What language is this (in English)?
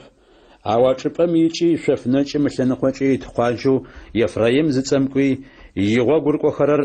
Adyghe